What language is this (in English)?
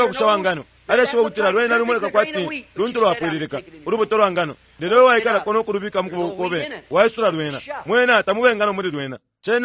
Bemba